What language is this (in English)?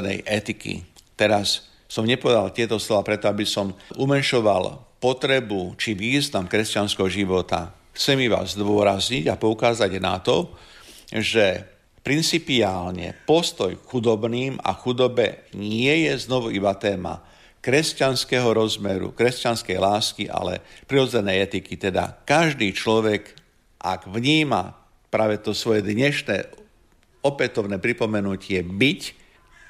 Slovak